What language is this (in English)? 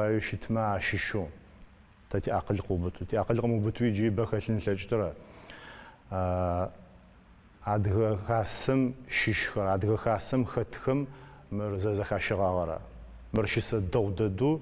Adyghe